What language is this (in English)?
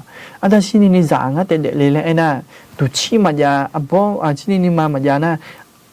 Akha